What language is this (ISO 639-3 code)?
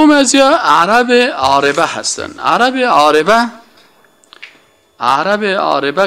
fas